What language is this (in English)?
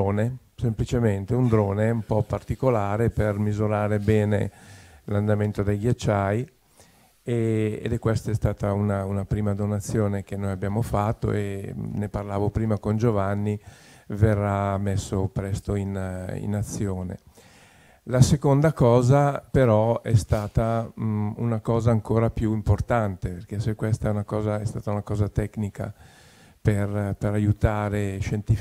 Italian